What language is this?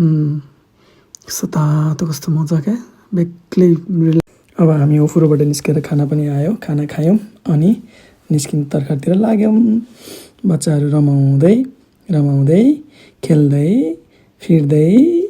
Nepali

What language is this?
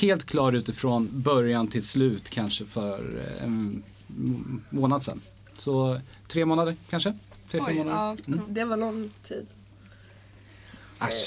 Swedish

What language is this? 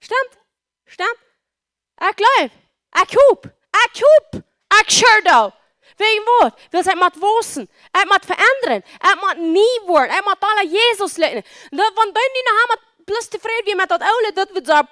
Plautdietsch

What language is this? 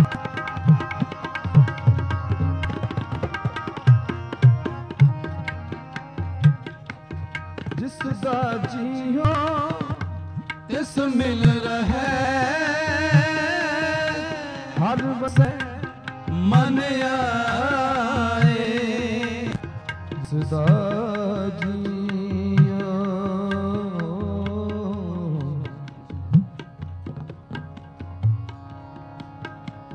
Punjabi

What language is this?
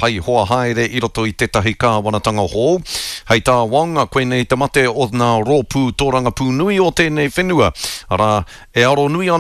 Māori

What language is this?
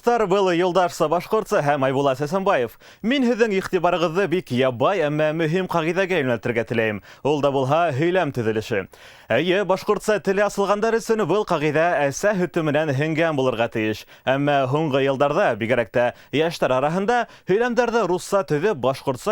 Bashkir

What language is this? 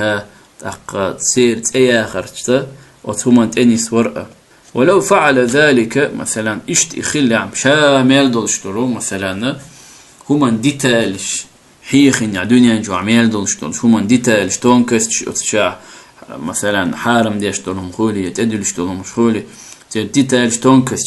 Chechen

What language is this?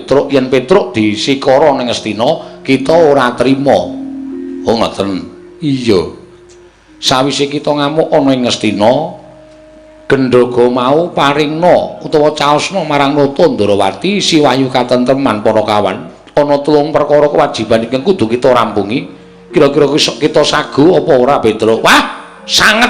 Javanese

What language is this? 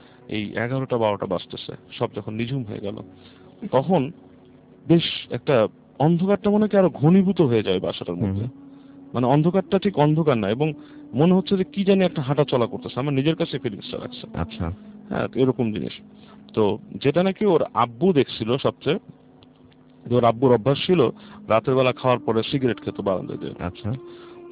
Bangla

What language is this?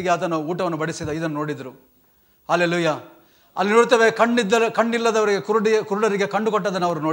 Kannada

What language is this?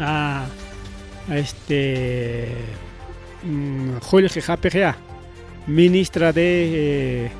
Ayacucho Quechua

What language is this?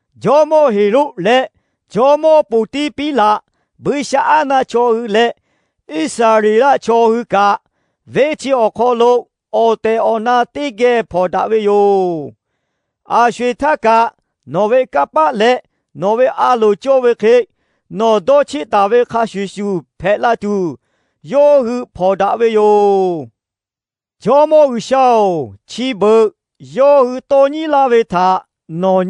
Lahu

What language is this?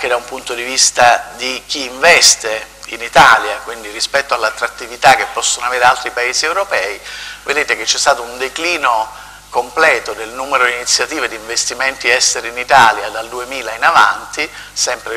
Italian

